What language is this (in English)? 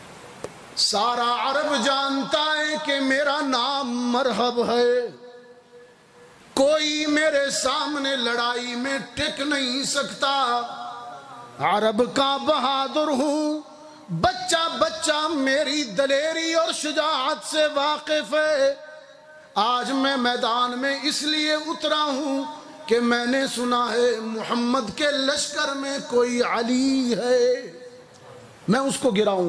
Urdu